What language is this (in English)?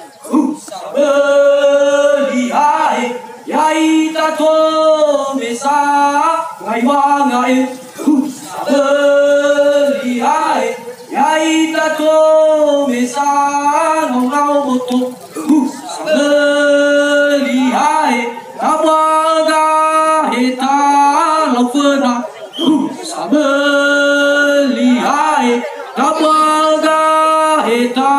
Nias